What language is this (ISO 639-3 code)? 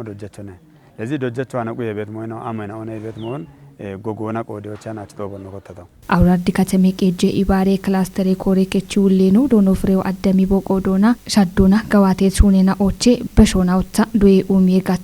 kbr